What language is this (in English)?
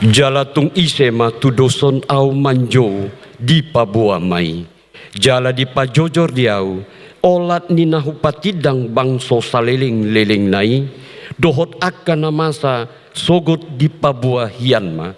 Batak Toba